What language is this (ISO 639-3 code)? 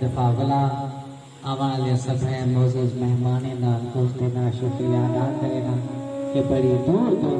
skr